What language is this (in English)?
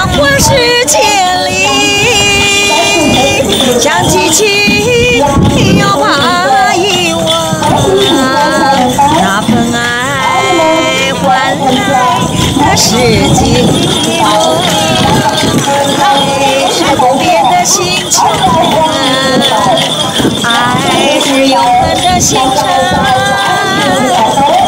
Chinese